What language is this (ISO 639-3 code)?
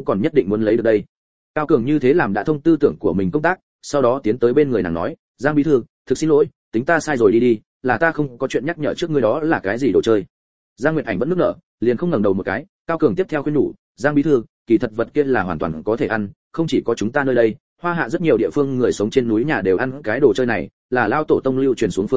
vie